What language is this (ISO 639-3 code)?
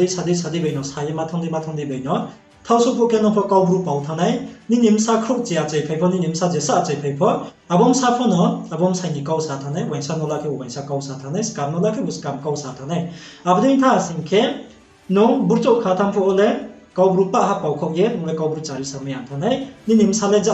ria